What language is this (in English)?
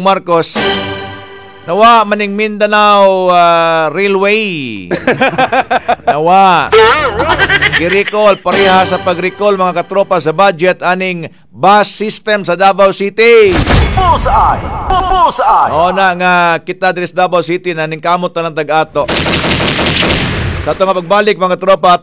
Cebuano